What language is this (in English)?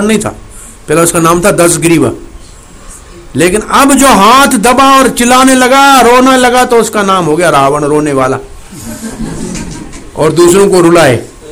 Hindi